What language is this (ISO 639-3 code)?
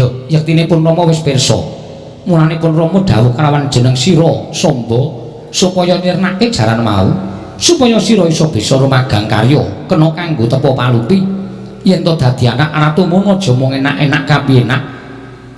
jav